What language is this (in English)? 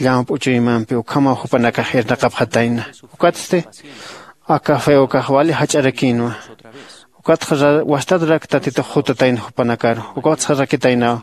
Aymara